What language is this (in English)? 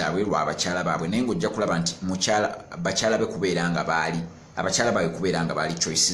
Ganda